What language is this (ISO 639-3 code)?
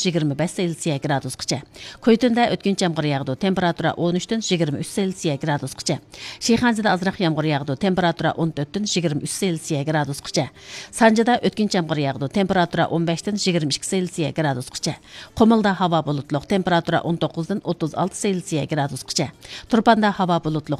uig